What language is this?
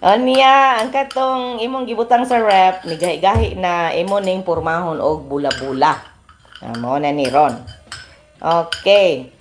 Cebuano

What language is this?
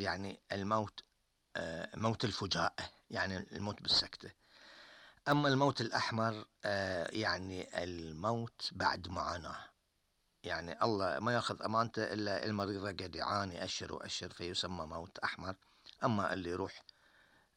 Gulf Arabic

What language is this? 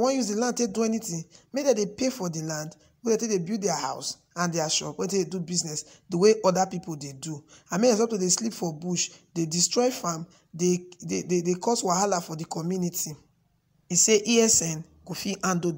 Nigerian Pidgin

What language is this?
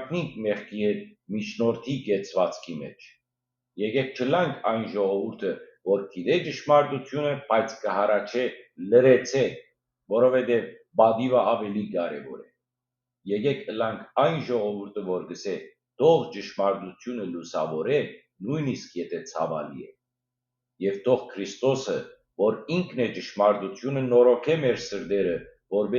Western Armenian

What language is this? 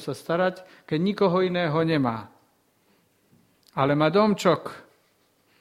Slovak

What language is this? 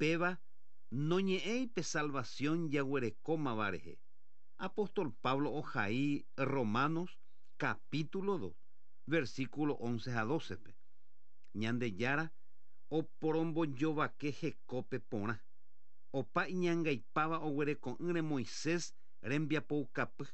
Guarani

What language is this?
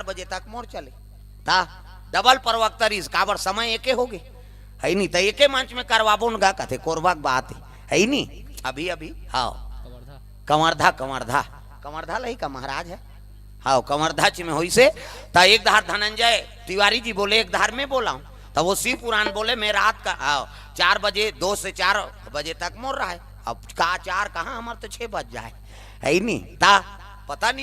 Chhattisgarhi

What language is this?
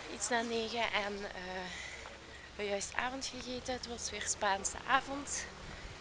Dutch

